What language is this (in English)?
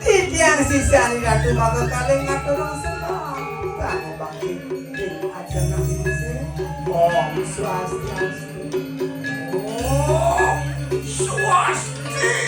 Balinese